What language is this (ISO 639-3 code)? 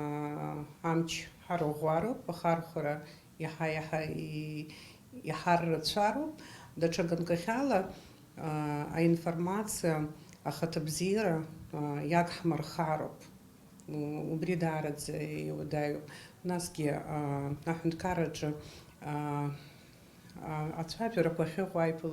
abk